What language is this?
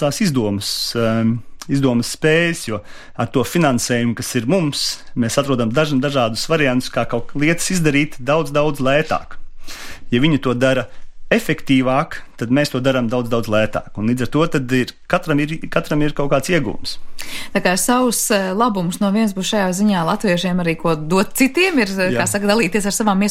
Latvian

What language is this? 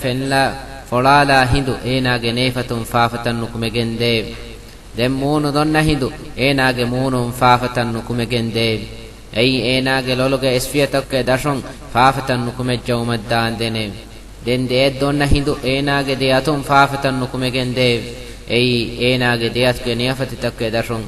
Divehi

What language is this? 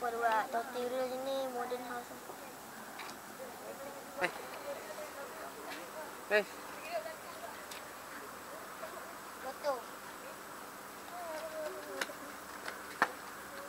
Malay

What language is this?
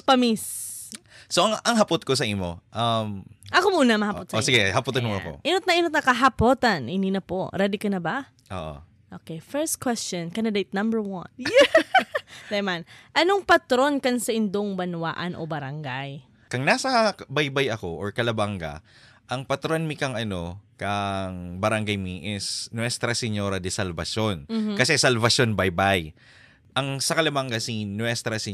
Bikol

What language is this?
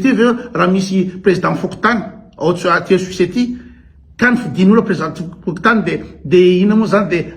Malagasy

